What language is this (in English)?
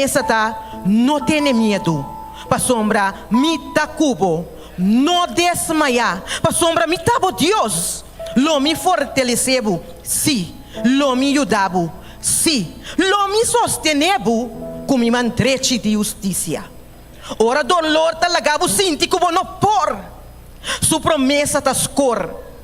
Papiamento